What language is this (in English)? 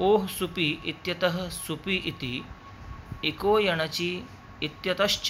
Sanskrit